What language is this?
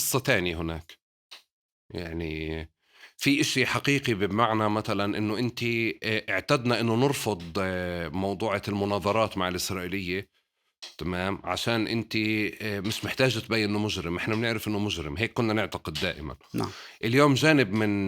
North Levantine Arabic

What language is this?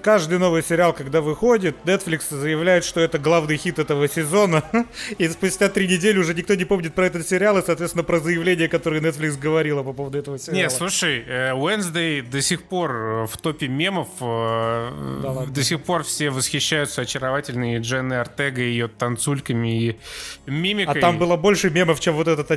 Russian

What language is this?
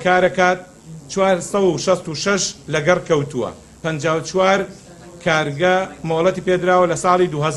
Central Kurdish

